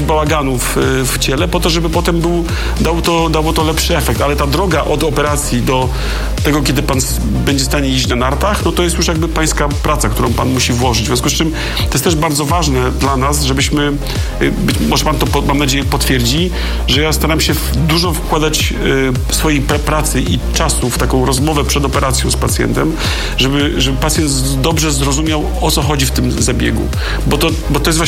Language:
Polish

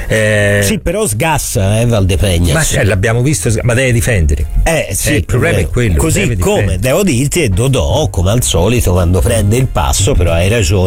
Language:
Italian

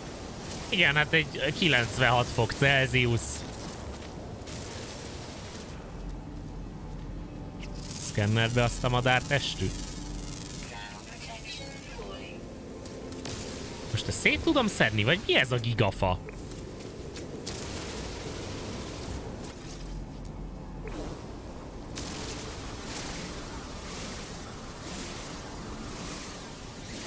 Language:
Hungarian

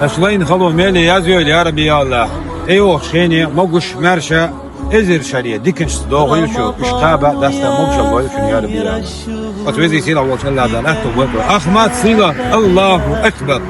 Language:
Chechen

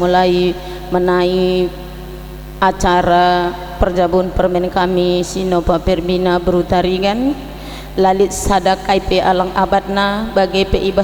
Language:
Batak Karo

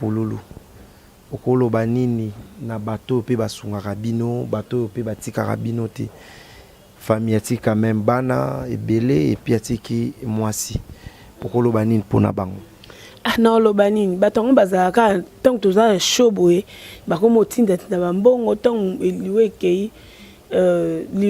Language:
Lingala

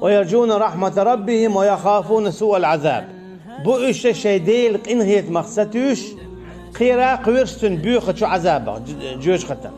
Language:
Chechen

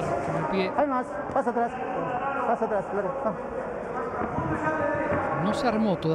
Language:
Spanish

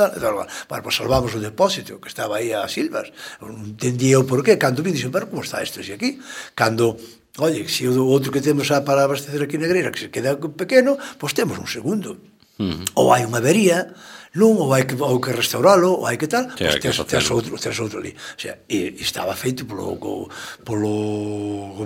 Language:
Galician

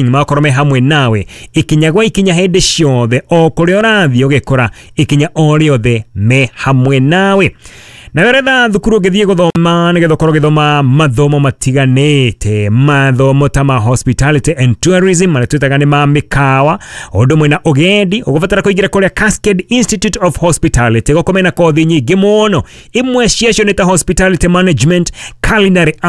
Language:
Kikuyu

